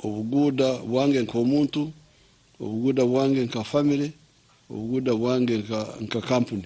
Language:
Nyankole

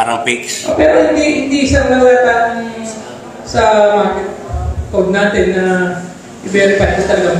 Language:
Filipino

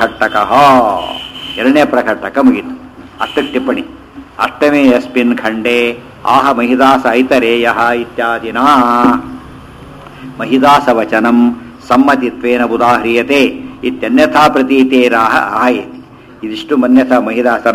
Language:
Kannada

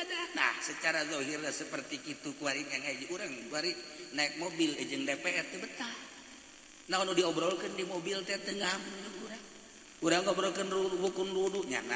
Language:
Sundanese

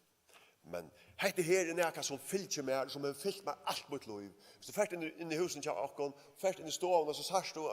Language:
Faroese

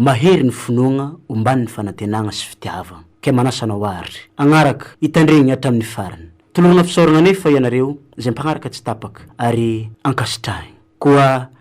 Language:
Malagasy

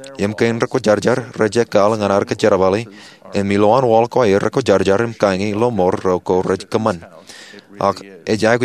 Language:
Marshallese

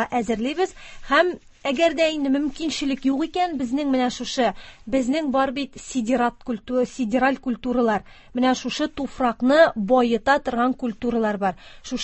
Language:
Tatar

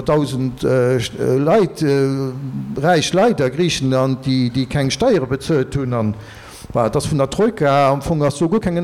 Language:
Luxembourgish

